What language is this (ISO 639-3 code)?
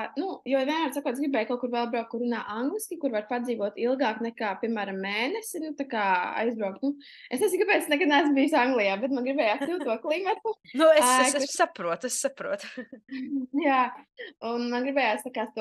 lav